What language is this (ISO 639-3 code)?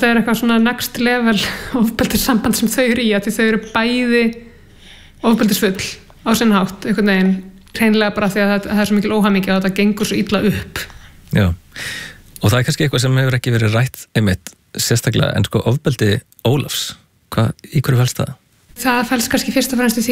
isl